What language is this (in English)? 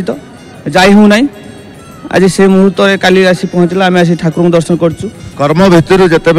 Odia